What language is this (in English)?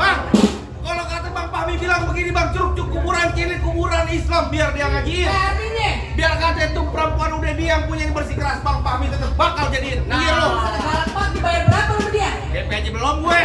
Betawi